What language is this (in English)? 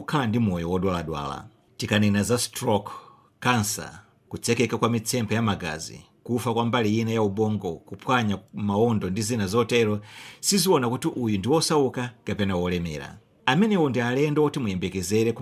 Nyanja